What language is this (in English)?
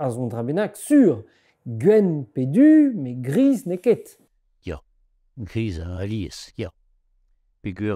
Breton